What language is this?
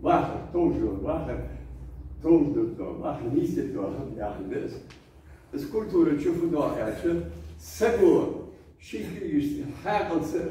Ingush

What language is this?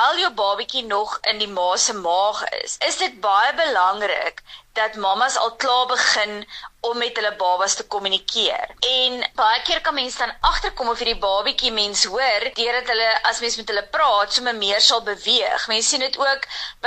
Afrikaans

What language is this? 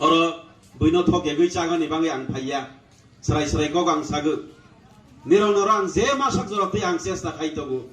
Kok Borok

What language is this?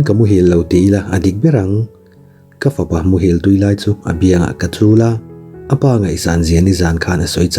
Mizo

